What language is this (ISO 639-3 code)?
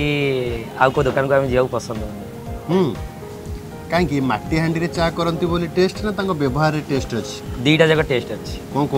ori